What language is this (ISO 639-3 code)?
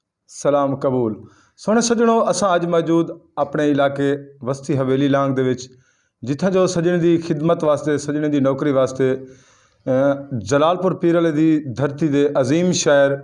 skr